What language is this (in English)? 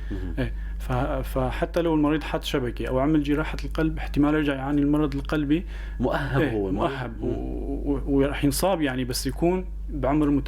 North Levantine Arabic